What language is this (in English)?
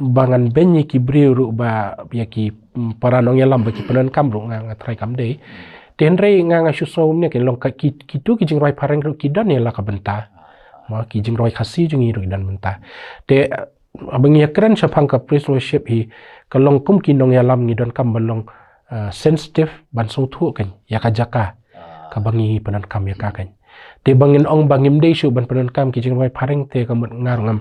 Khasi